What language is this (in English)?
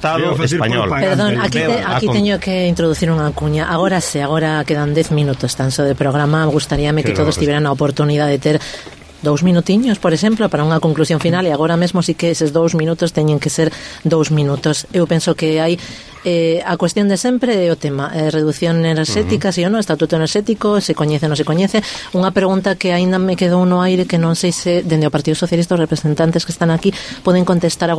Galician